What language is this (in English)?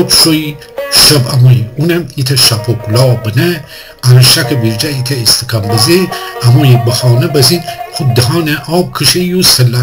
Gilaki